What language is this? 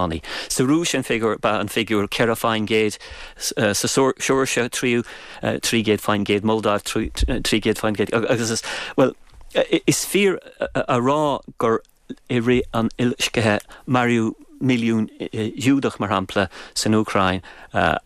Irish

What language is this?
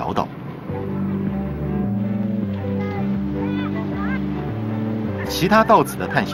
Chinese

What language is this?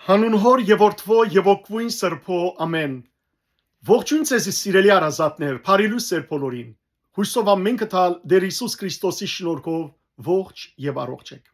Western Armenian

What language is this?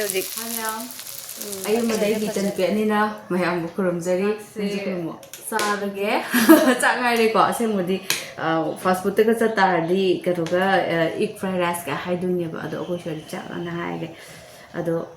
Manipuri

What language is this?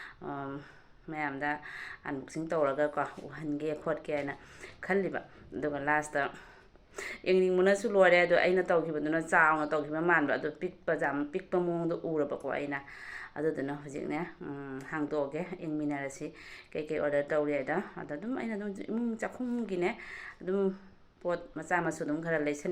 Manipuri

